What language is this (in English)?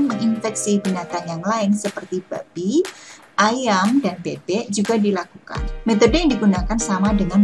Indonesian